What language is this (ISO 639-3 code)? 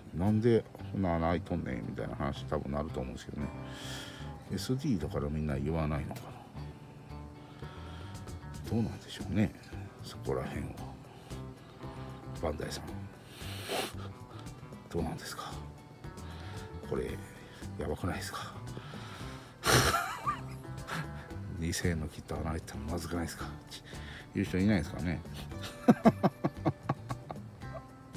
jpn